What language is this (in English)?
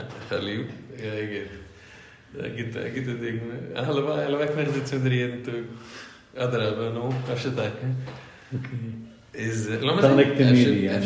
Yiddish